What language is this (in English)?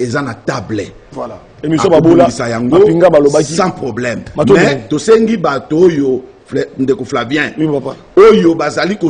Lingala